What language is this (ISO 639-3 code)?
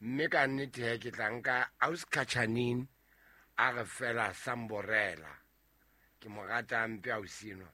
sot